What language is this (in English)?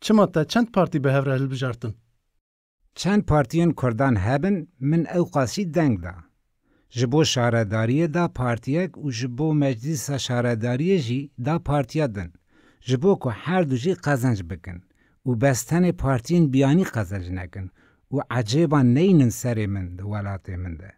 Kurdish